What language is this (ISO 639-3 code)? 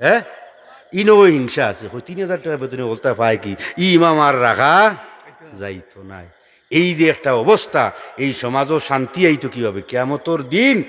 syl